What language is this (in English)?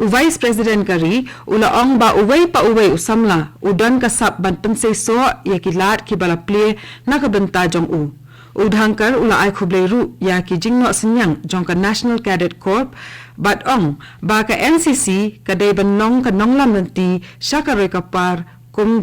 Khasi